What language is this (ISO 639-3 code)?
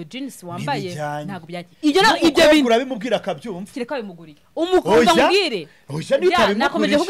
kin